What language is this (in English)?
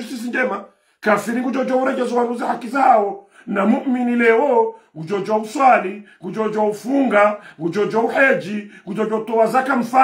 Swahili